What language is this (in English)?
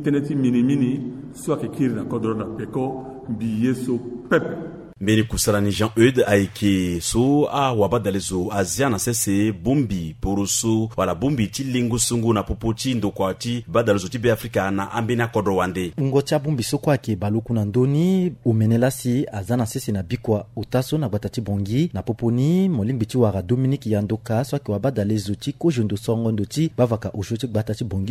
Sango